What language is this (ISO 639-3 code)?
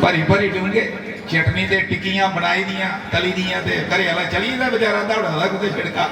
doi